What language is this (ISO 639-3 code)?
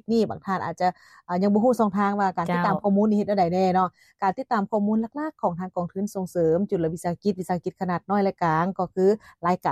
lao